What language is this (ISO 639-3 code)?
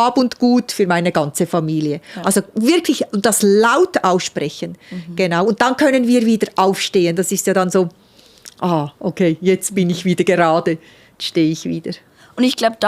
gsw